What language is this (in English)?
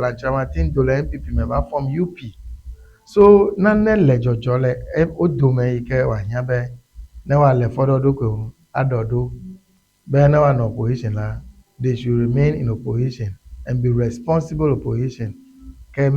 Ewe